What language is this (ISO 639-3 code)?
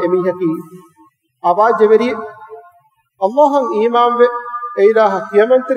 div